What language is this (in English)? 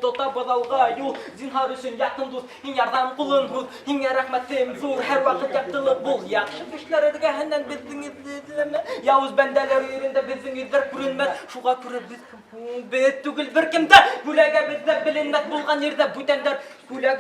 Bashkir